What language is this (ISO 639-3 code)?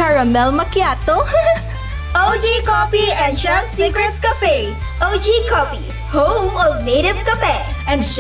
hil